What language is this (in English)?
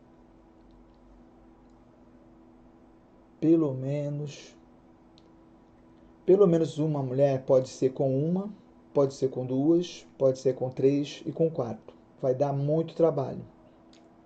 Portuguese